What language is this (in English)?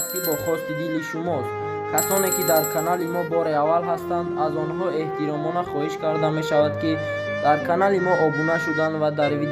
Tajik